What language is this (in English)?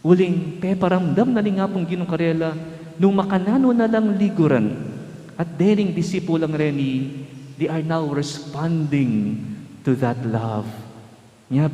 Pampanga